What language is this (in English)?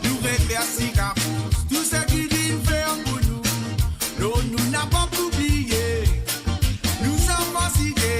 Morisyen